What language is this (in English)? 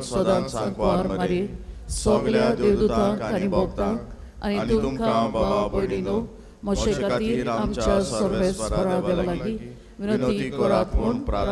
Konkani